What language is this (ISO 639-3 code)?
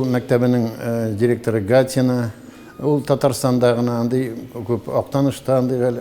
tat